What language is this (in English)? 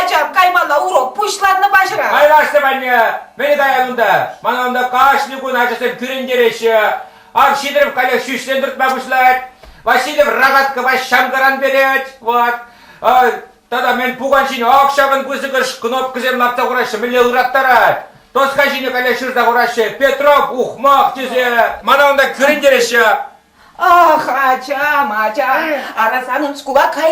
Chuvash